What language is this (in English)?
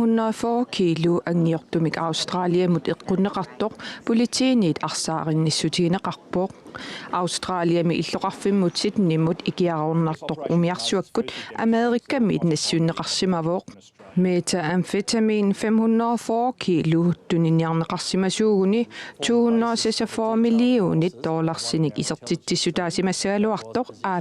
Kalaallisut